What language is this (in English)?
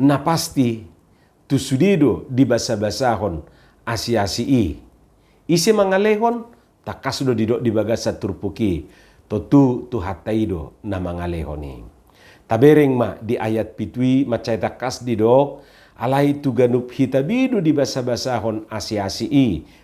Batak Toba